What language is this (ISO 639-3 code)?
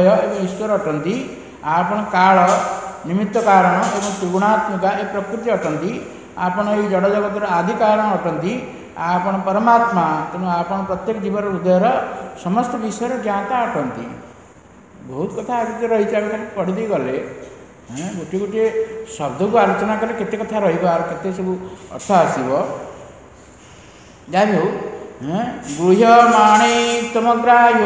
ori